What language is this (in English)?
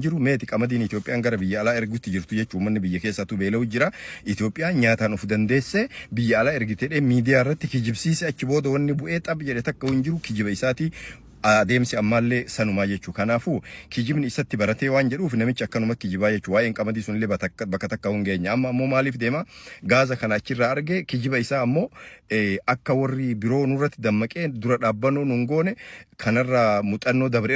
Oromo